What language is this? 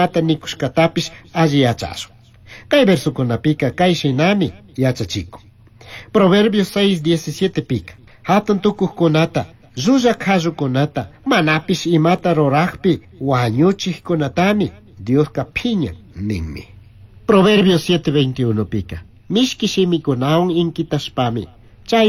Chimborazo Highland Quichua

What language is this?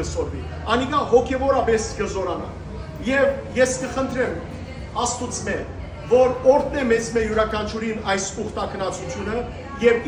Western Armenian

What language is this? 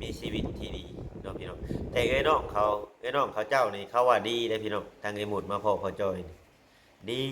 Lao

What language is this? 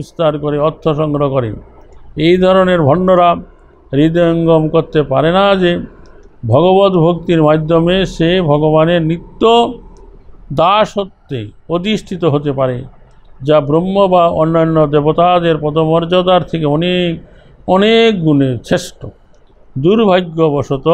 Bangla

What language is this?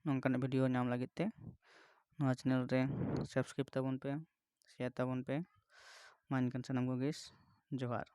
Santali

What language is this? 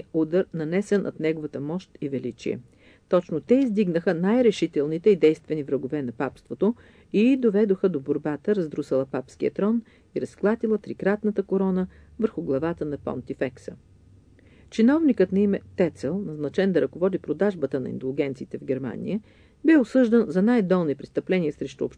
Bulgarian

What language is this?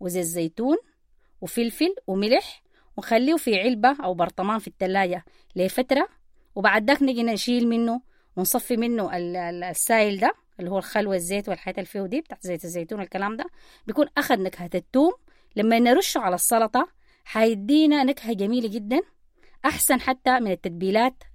Sudanese Arabic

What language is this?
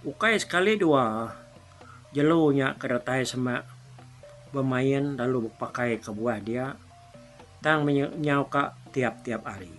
Iban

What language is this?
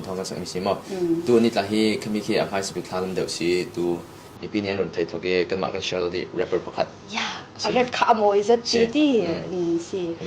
Falam Chin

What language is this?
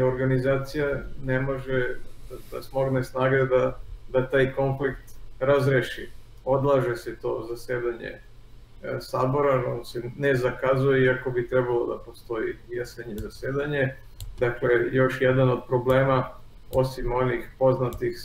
Serbian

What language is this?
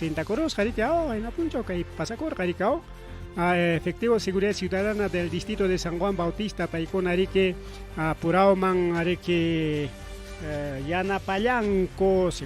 Ayacucho Quechua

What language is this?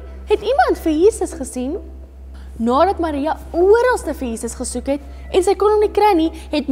Afrikaans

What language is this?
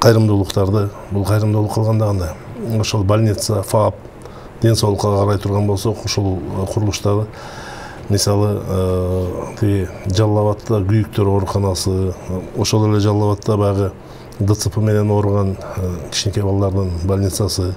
Kyrgyz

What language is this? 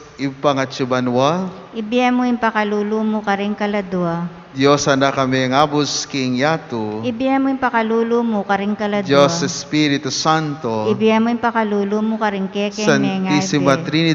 Pampanga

